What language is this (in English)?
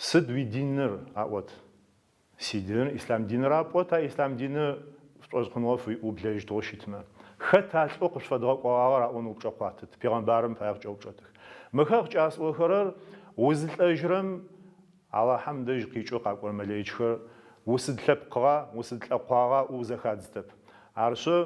Adyghe